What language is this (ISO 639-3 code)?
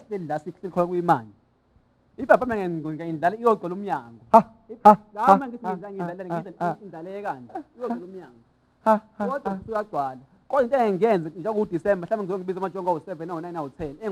zul